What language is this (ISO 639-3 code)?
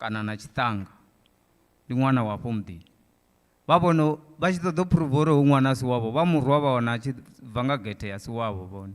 ven